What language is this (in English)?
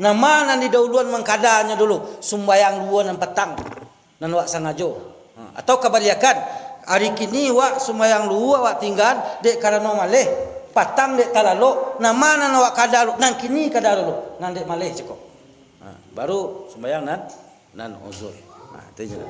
Minangkabau